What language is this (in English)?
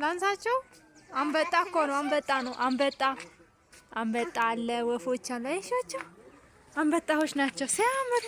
Amharic